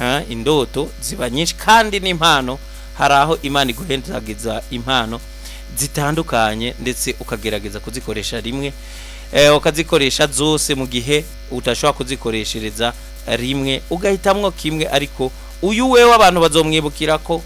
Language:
Rundi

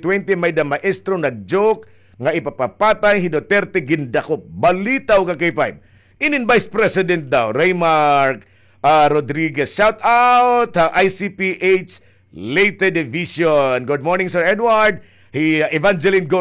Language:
Waray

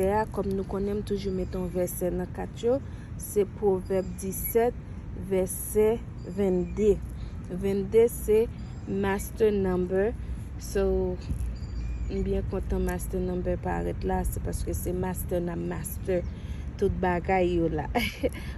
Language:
Haitian Creole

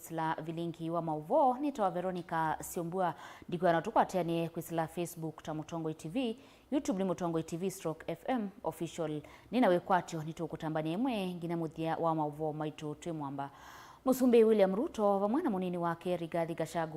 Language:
Kamba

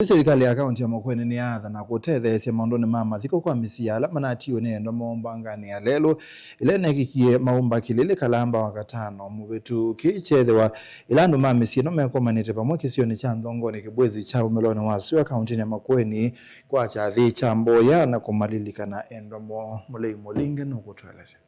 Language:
Kamba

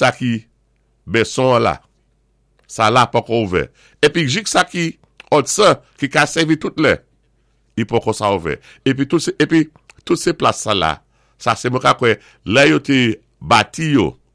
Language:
Saint Lucian Creole French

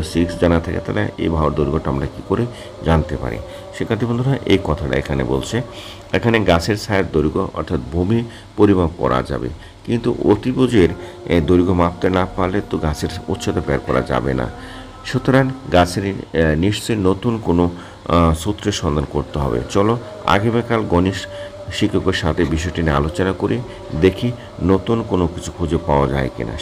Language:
Bangla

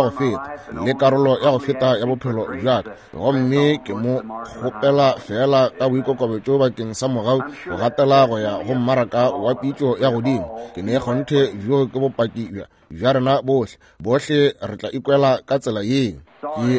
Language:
Northern Sotho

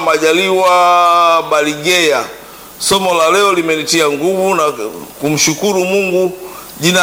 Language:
Swahili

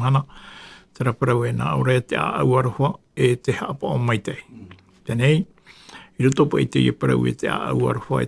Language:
Tahitian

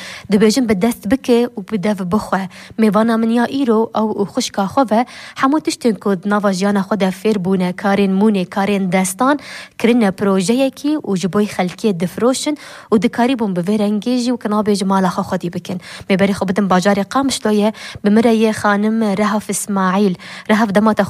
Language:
Kurdish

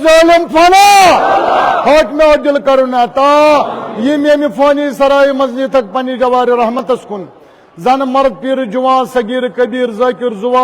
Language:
Kashmiri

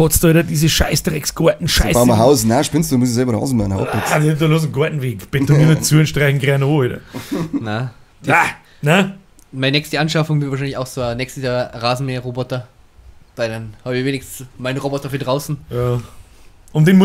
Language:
Bavarian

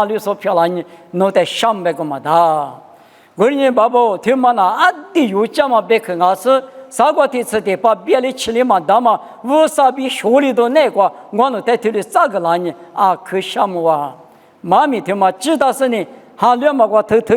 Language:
Lisu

